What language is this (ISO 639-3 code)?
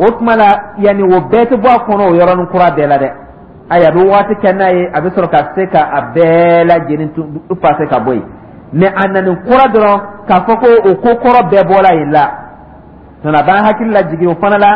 dyu